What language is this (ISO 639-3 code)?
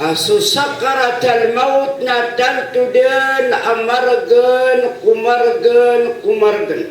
mrw